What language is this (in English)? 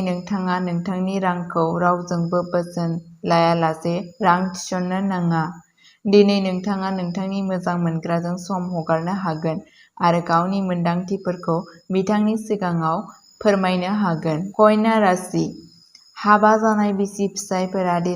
Bodo